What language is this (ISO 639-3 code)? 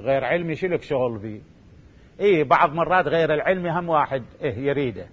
acm